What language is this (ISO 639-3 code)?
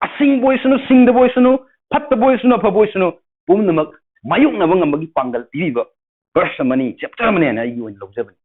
mni